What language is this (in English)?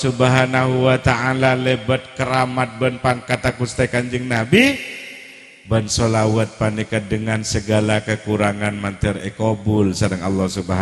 Madurese